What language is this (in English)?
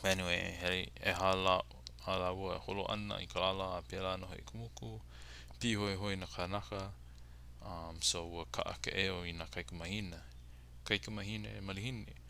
Hawaiian